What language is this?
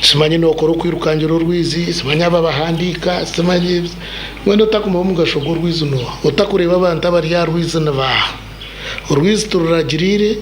Nyankole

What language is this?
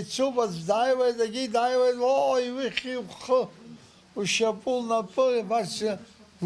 Abkhazian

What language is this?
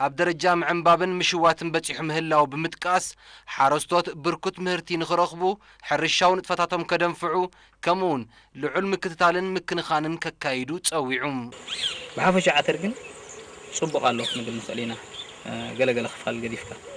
Tigrinya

